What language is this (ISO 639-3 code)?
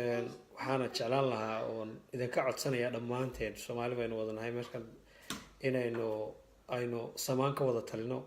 som